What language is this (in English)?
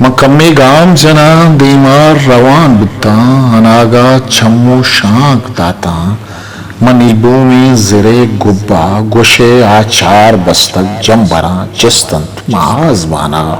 Eastern Balochi